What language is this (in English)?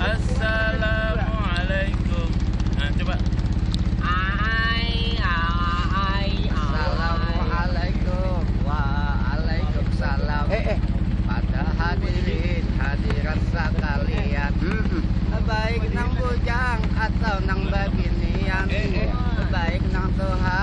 Banjar